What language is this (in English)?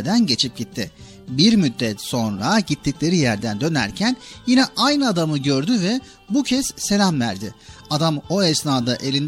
Turkish